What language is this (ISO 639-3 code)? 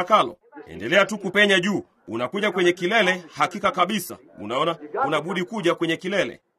swa